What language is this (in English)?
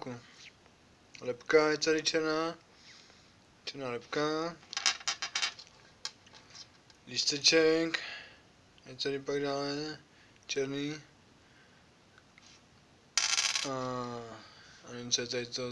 Czech